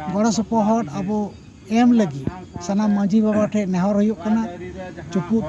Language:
Santali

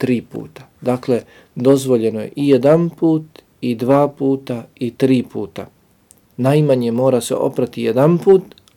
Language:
Bosnian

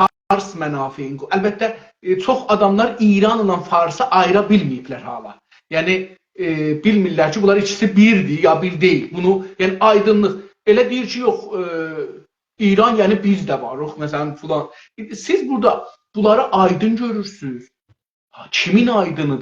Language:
South Azerbaijani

